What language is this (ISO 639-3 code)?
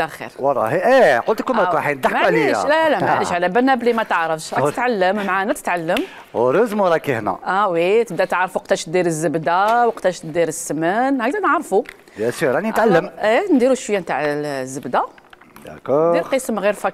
arq